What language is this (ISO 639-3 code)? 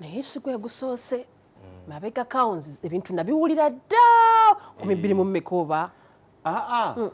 lug